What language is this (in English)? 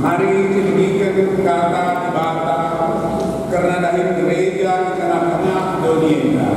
Batak Karo